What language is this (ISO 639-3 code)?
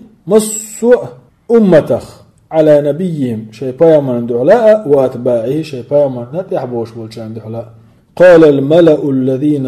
che